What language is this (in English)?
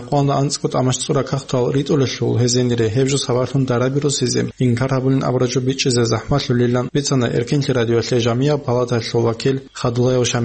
Avaric